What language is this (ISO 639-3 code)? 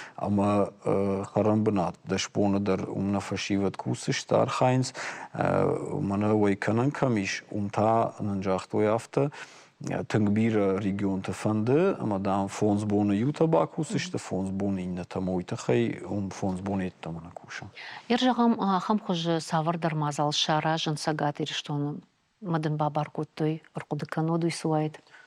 oss